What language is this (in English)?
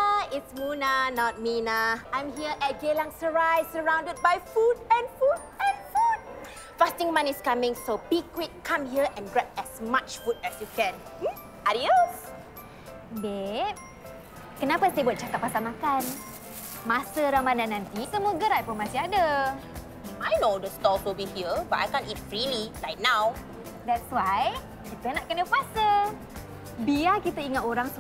Malay